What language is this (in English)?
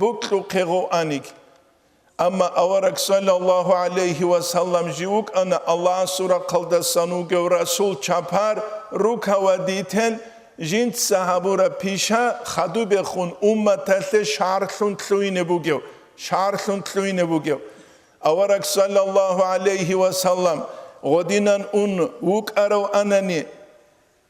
Avaric